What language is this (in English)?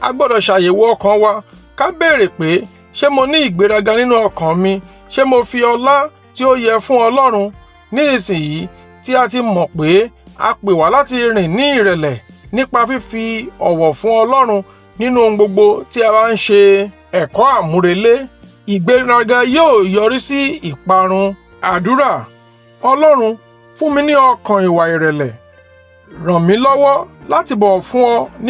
Yoruba